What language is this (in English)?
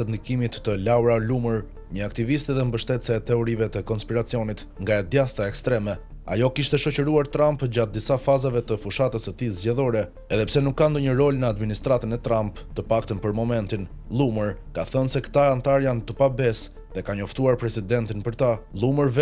Albanian